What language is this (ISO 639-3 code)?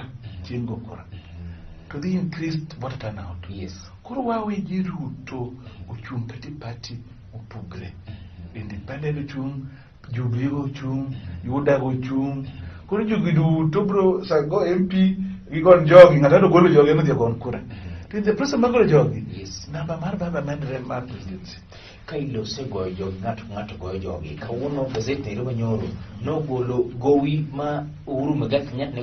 luo